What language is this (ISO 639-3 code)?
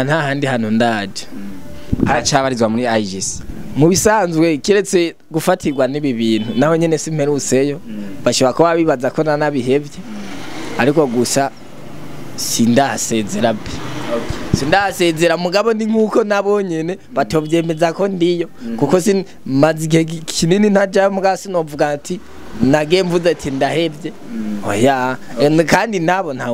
run